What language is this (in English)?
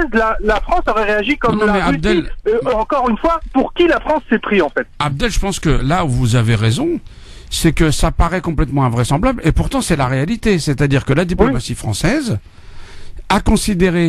French